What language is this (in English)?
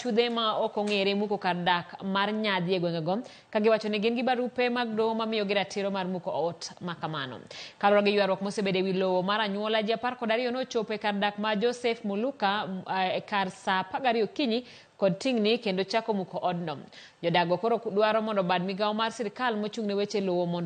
Luo (Kenya and Tanzania)